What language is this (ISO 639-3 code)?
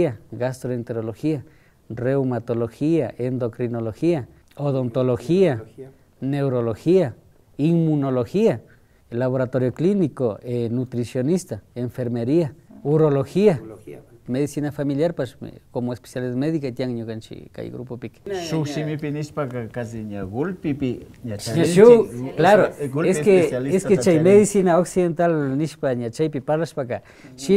qvi